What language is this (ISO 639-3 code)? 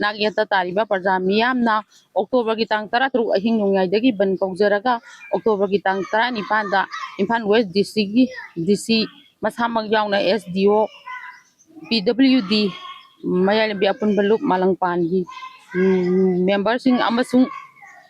mni